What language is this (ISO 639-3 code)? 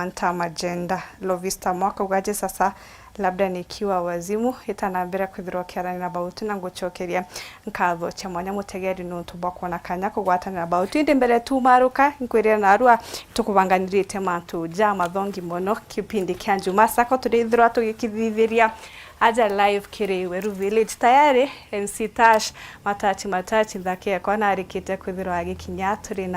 mer